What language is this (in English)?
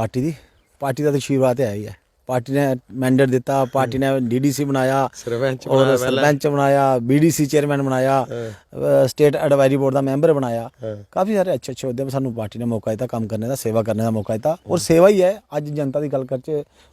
Dogri